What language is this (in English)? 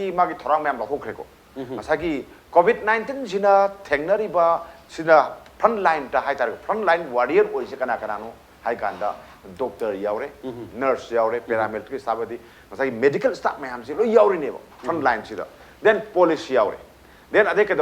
Manipuri